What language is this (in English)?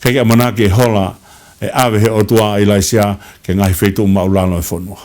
Tongan